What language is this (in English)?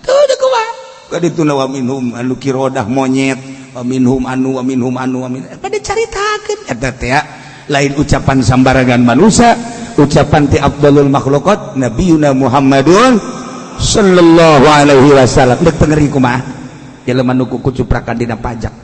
Sundanese